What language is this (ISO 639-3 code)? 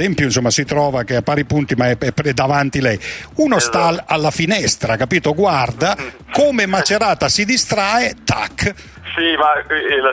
ita